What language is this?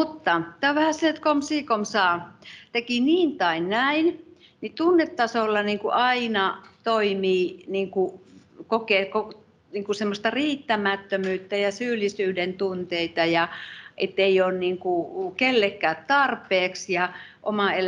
Finnish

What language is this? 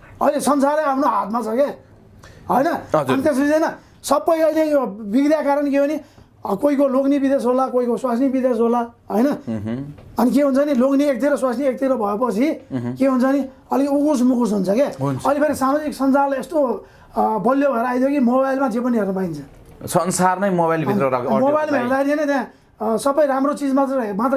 Nepali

